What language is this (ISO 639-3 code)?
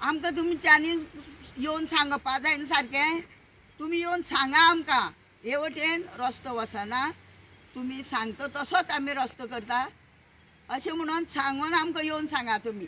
kok